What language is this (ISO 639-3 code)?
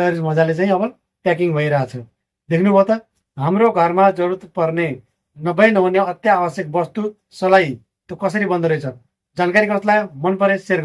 nep